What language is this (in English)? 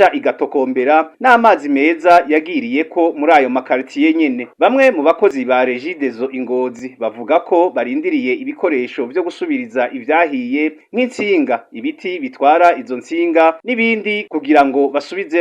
Rundi